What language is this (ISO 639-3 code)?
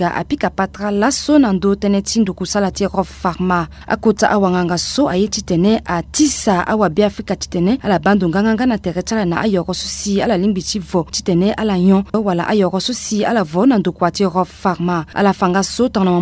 sag